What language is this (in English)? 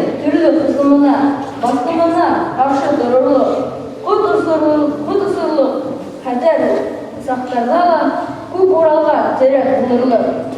Bashkir